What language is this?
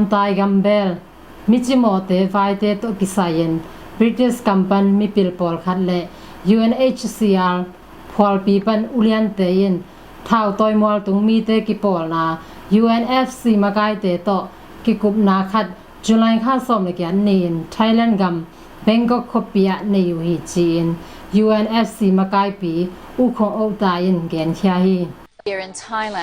Tedim Chin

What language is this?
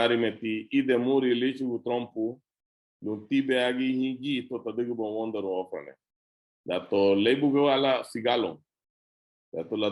Garifuna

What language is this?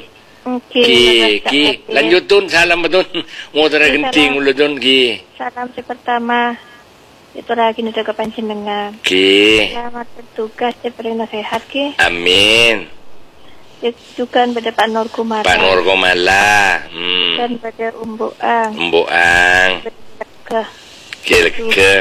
Madurese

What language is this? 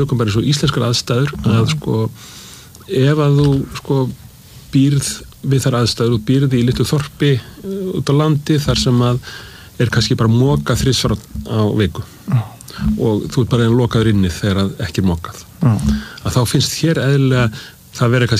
Icelandic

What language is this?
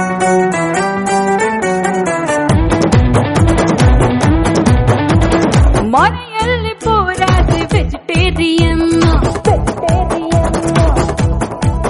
Kannada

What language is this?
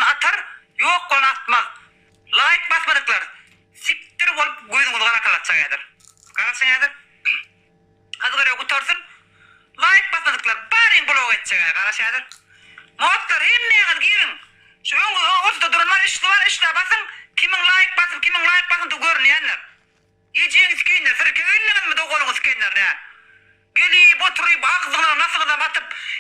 Turkmen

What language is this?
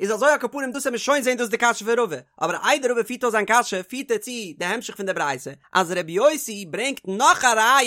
Yiddish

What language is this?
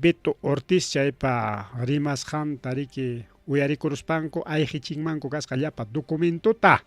Ayacucho Quechua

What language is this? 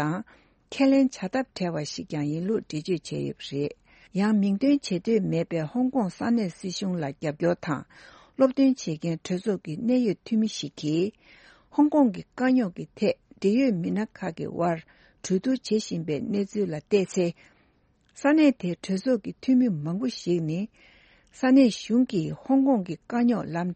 Tibetan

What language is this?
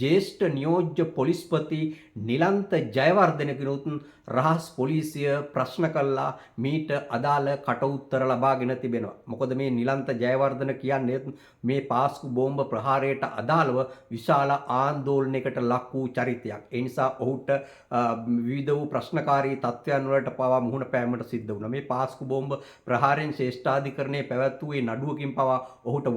Sinhala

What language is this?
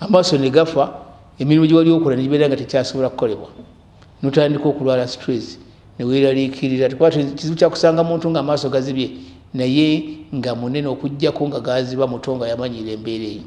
Ganda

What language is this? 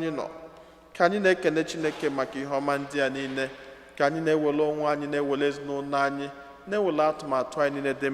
Igbo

